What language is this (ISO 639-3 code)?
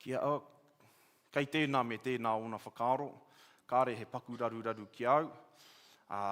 mri